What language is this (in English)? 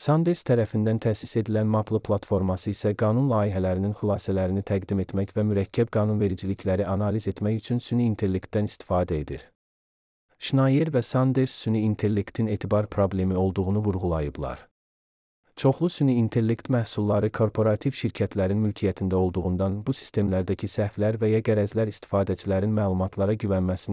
Azerbaijani